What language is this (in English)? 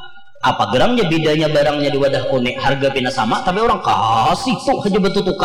Banjar